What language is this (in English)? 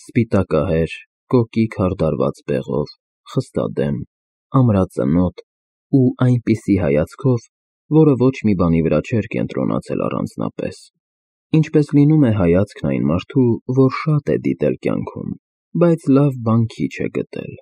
Armenian